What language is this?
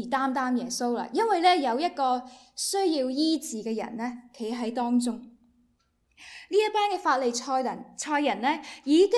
Cantonese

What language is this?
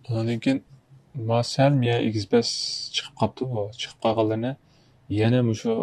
Uyghur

